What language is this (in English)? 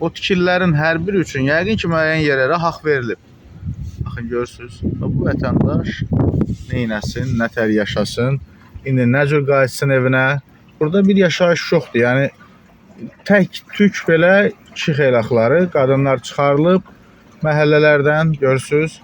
Azerbaijani